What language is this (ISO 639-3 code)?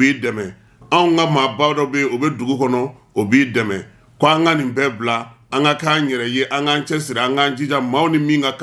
bam